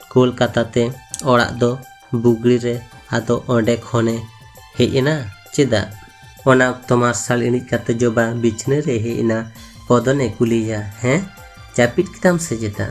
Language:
Santali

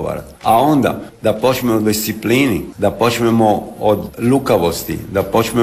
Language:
Croatian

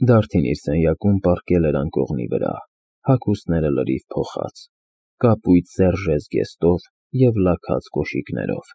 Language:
Armenian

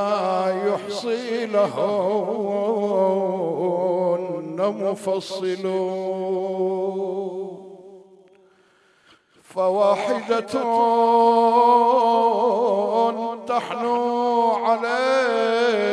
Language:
Arabic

